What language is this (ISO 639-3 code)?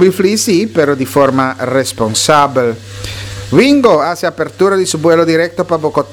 pap